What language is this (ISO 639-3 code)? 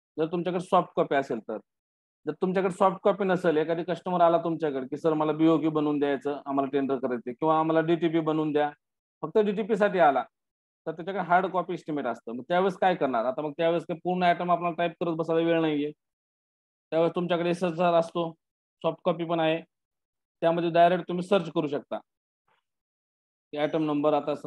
mar